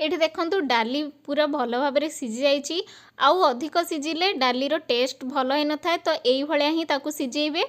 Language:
Odia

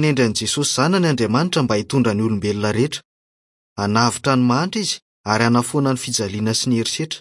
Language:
Malagasy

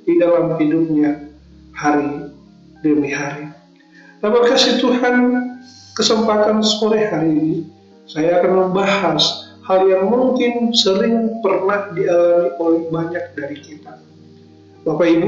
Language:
Indonesian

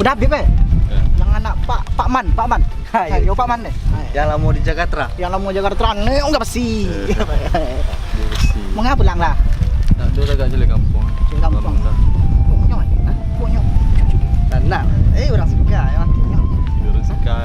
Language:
Minangkabau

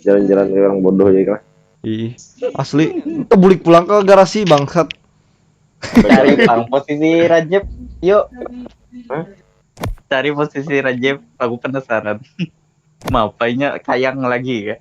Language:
Banjar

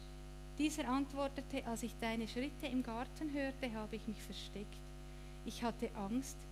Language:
Swiss German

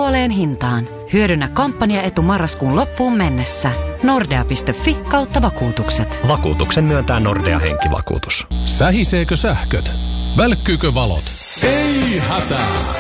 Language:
Finnish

